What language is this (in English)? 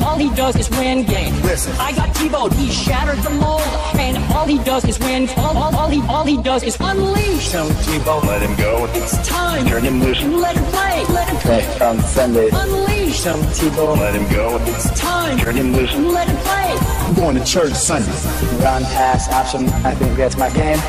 English